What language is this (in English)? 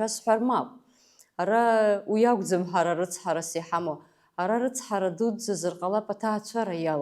Abkhazian